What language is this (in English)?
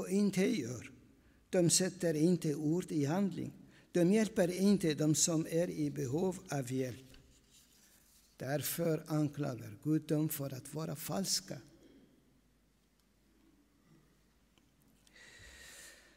Swedish